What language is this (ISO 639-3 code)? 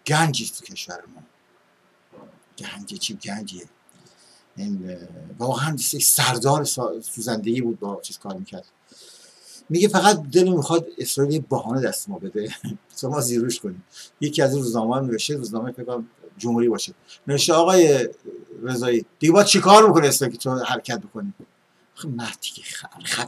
fas